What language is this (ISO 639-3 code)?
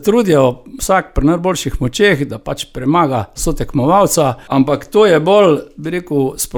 slv